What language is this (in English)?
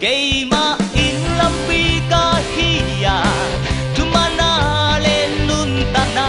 Tedim Chin